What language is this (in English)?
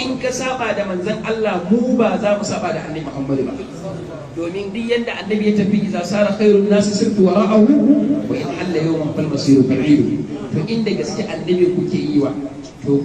Hausa